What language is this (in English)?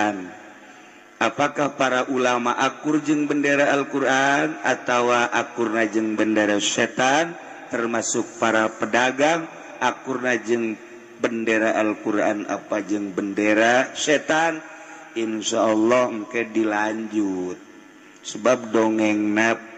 Sundanese